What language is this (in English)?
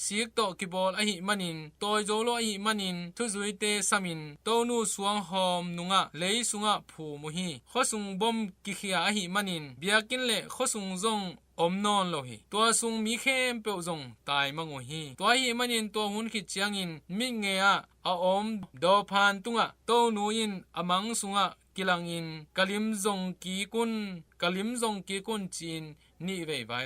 Tedim Chin